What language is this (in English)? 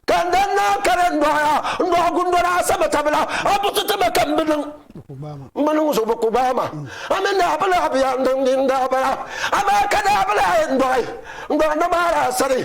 Dagbani